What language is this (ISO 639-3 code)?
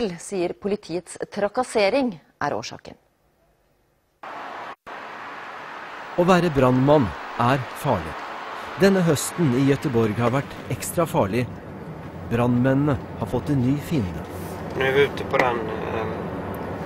nor